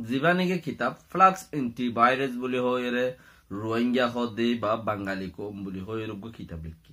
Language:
Rohingya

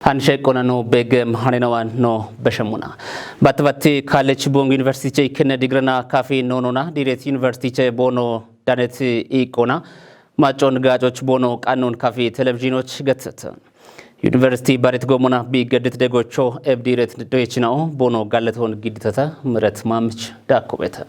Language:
Kafa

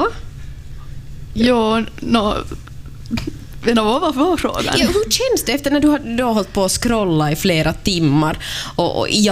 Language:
Swedish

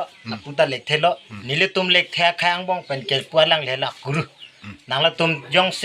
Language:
Karbi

